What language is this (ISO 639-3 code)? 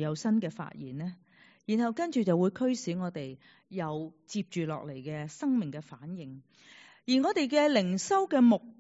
yue